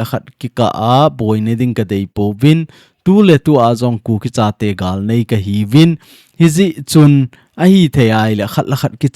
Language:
Thado Chin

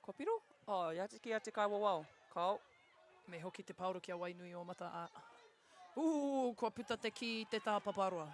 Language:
Māori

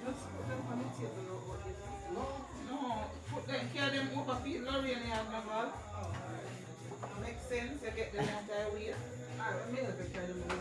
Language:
Jamaican Creole English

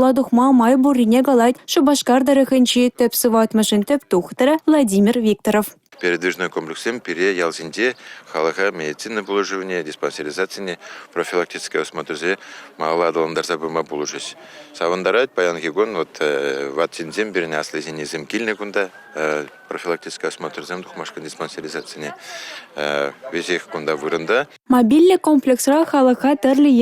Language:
Chuvash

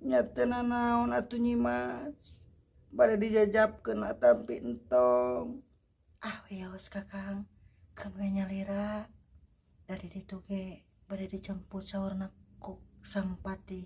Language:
Sundanese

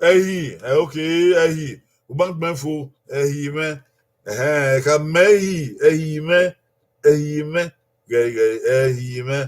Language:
Bini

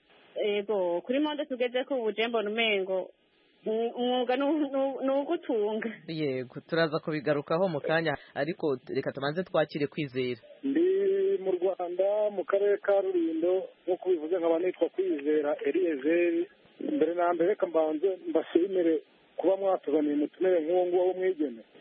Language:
Kinyarwanda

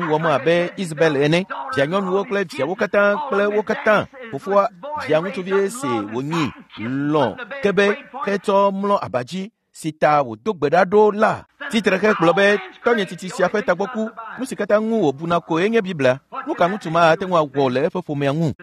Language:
Ewe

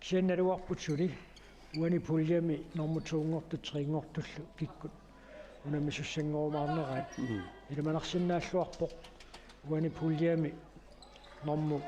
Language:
Kalaallisut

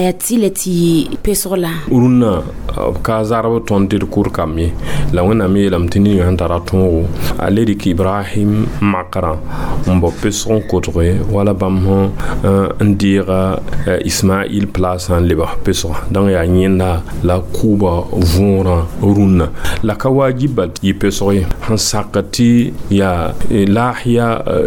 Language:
Mossi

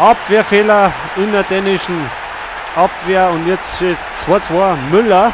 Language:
Bavarian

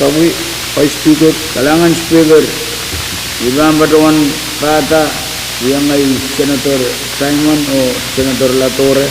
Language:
Pohnpeian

